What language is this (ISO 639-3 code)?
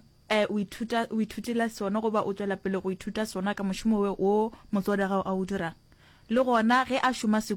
nso